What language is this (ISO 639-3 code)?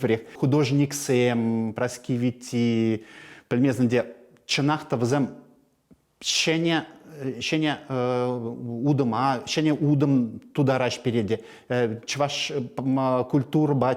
chv